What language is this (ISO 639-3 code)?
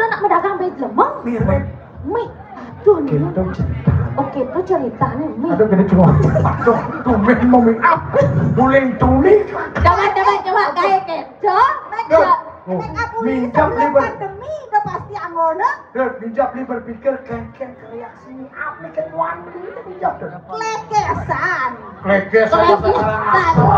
ban